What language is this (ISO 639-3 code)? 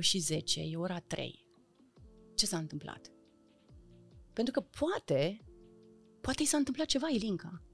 ron